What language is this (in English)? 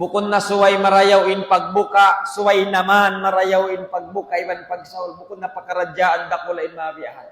Tausug